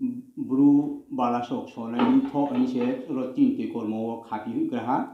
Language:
Riang (India)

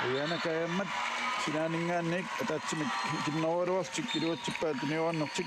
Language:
Kalaallisut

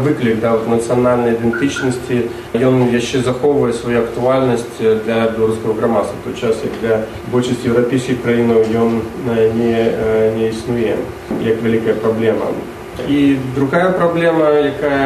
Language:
Belarusian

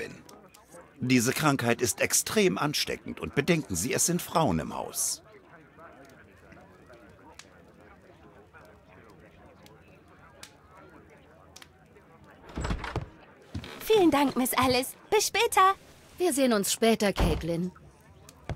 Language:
German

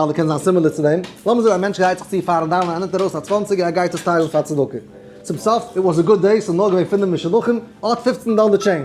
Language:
Yiddish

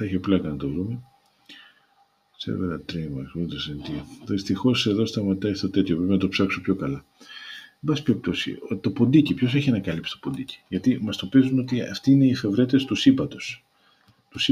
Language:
Greek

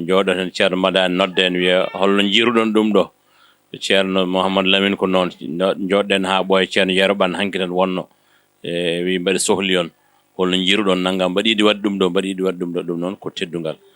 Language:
Fula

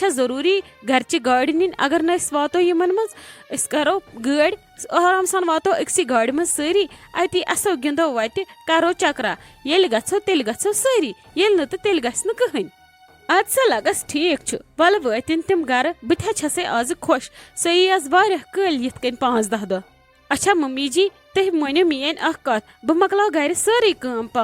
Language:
Kashmiri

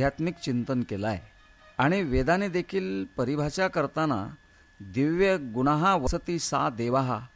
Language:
Marathi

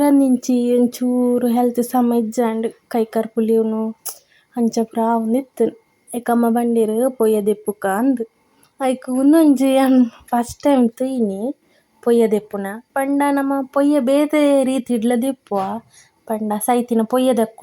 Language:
Tulu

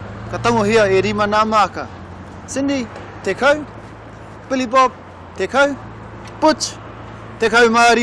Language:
Māori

